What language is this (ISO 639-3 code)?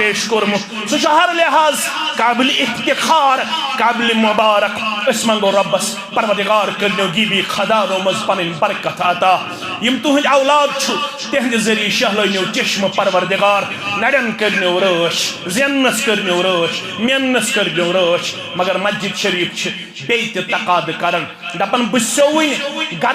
kas